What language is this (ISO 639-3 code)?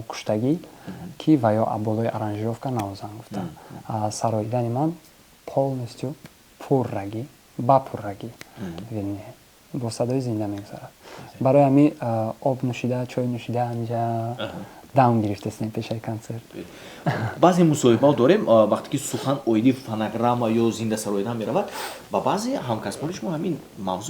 tgk